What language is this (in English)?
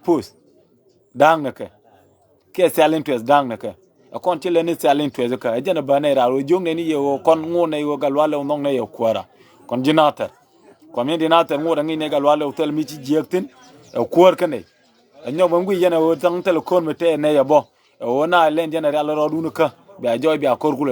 Nuer